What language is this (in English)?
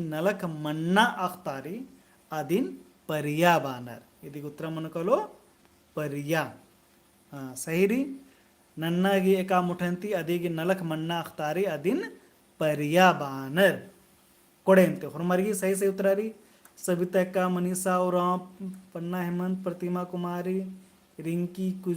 Kurukh